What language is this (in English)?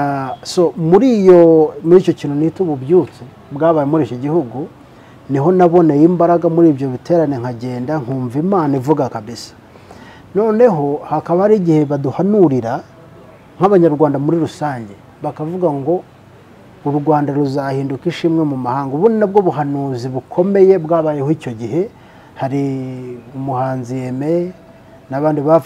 Kinyarwanda